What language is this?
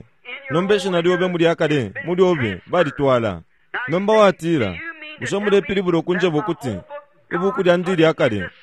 Bemba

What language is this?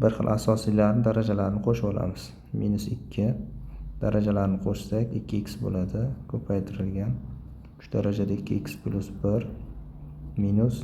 Uzbek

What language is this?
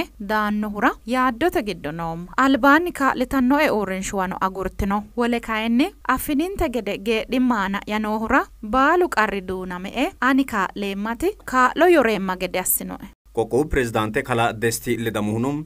Sidamo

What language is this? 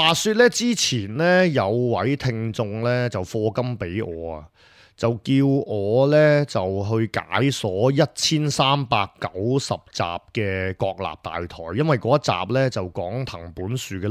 Cantonese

